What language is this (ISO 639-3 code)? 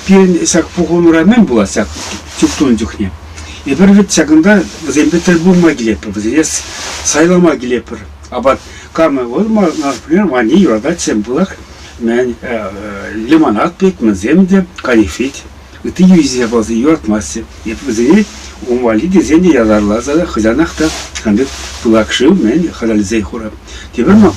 chv